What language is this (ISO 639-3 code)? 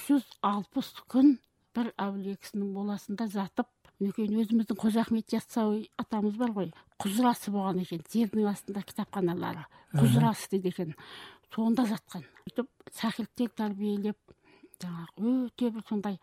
kaz